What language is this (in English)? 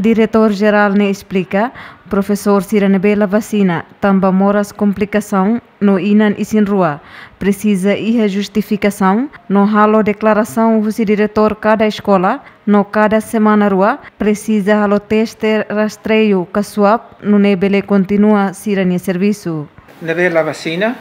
Tetum